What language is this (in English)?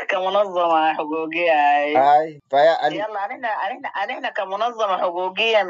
Sudanese Arabic